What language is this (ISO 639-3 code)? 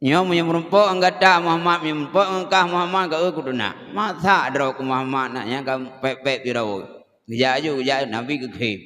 ace